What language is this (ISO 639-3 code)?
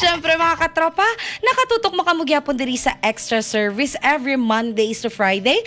hil